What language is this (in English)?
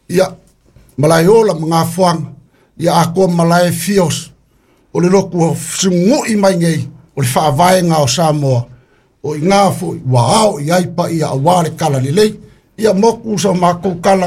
Samoan